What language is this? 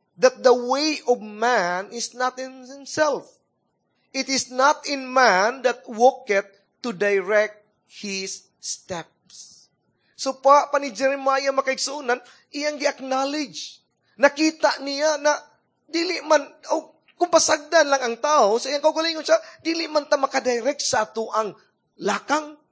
Cebuano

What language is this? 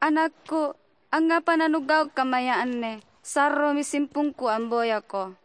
Makasar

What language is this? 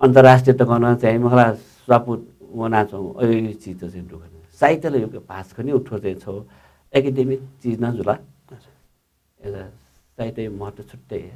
Newari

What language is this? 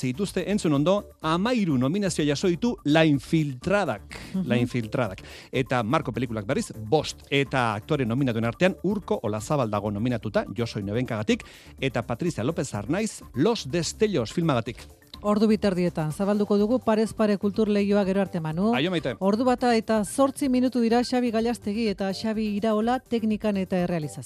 Basque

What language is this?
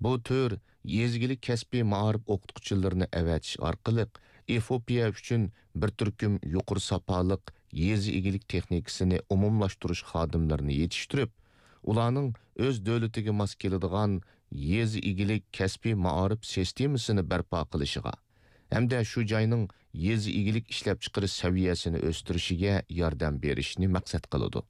Uyghur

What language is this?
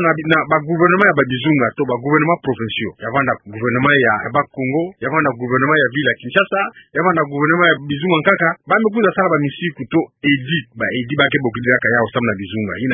Kituba (Democratic Republic of Congo)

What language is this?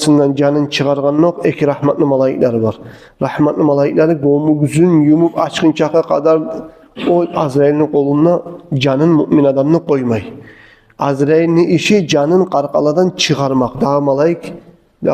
Kumyk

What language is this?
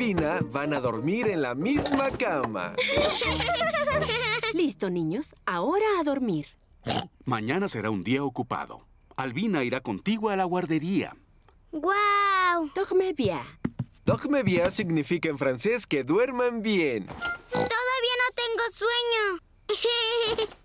Spanish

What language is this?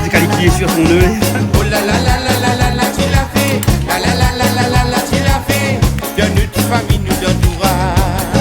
Réunion Creole French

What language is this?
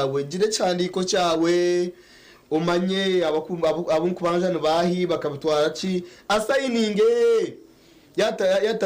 Nyankole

